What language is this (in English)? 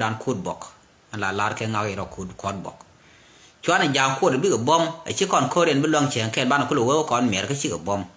Nuer